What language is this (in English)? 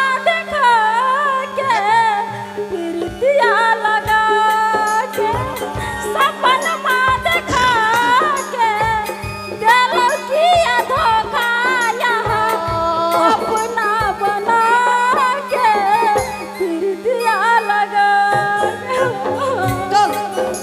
Maithili